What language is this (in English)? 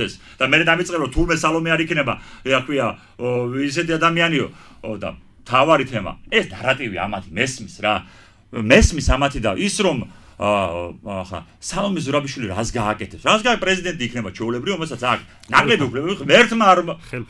Georgian